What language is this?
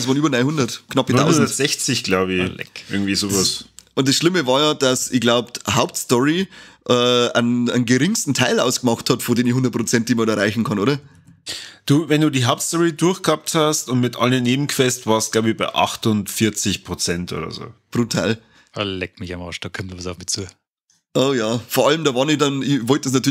Bavarian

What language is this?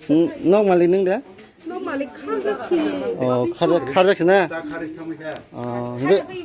Kok Borok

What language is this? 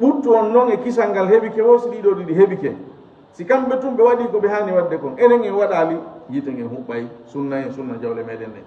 Fula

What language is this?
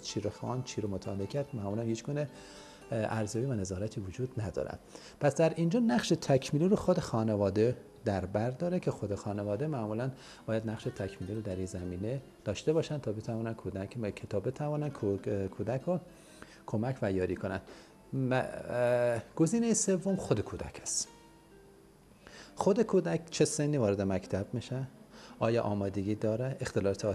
Persian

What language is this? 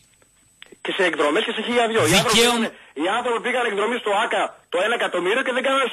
Greek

